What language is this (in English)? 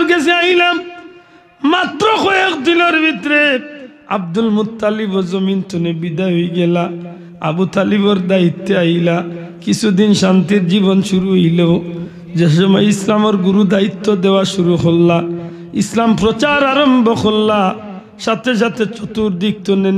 Sylheti